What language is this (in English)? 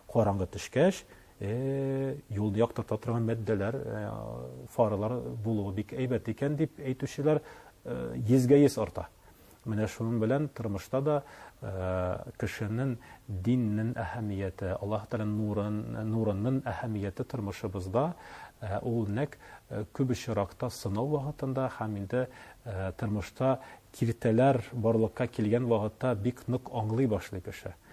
Tatar